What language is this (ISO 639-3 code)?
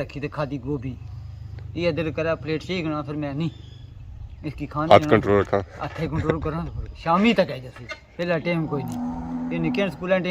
phr